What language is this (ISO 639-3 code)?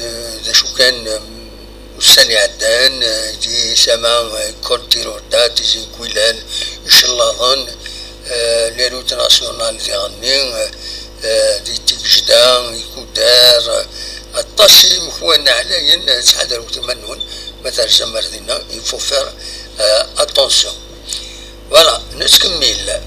kab